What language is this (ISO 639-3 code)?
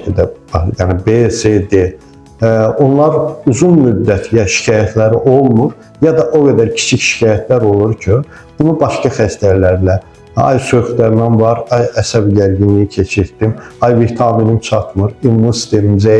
aze